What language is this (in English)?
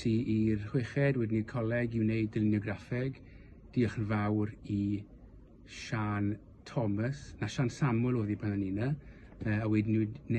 Welsh